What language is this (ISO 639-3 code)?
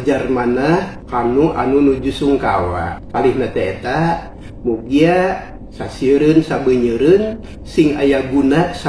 sun